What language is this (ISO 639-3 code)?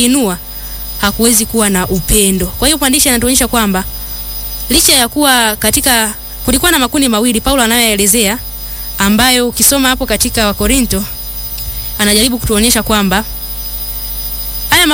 swa